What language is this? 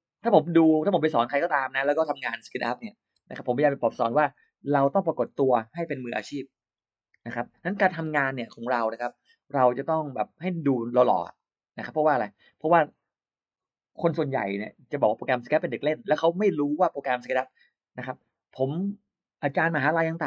Thai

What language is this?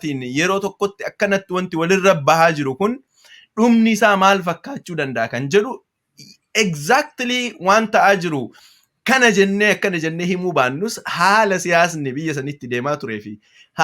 Oromo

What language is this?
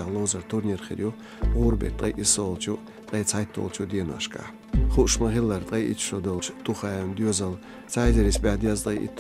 Chechen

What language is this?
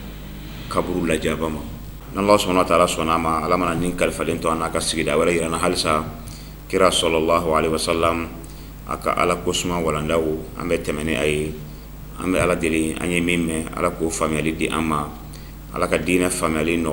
Bambara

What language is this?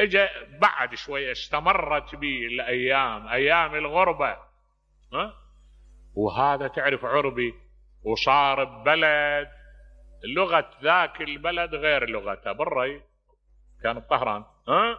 Mesopotamian Arabic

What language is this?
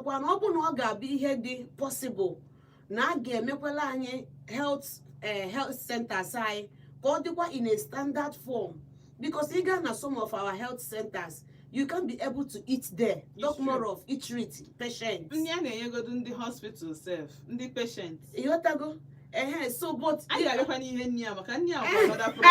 Igbo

